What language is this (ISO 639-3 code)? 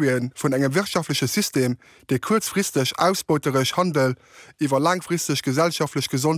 ltz